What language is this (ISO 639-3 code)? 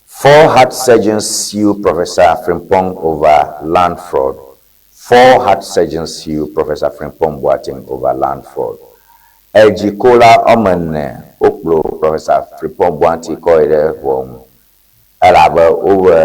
ewe